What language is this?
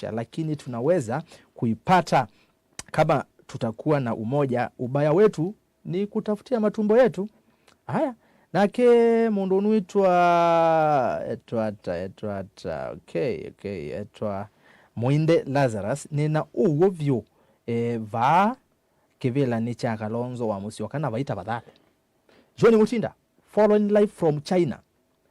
Kamba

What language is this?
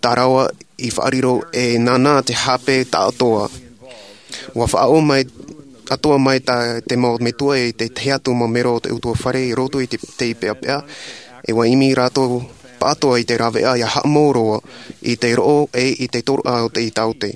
Tahitian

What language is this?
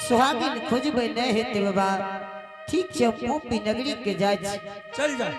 Angika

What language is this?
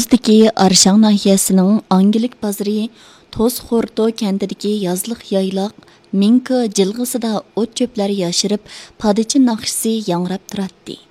Uyghur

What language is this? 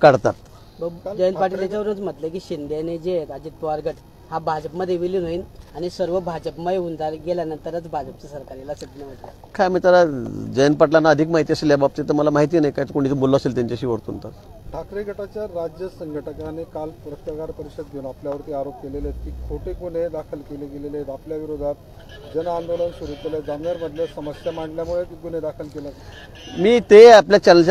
Marathi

